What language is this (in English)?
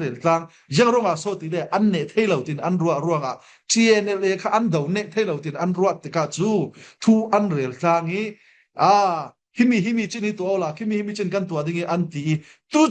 Falam Chin